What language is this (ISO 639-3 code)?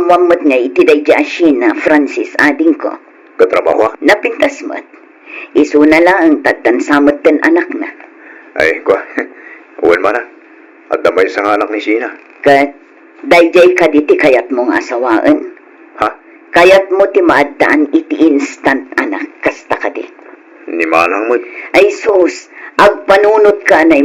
ilo